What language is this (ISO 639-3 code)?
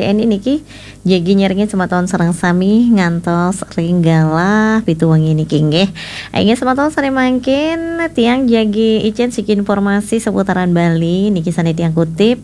ban